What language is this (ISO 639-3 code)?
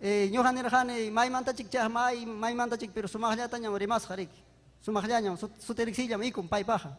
quy